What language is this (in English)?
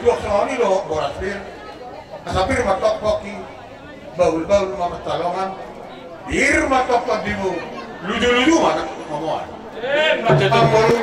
Batak Toba